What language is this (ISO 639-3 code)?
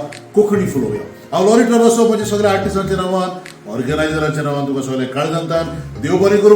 kok